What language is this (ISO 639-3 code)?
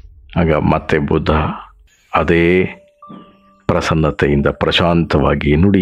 kan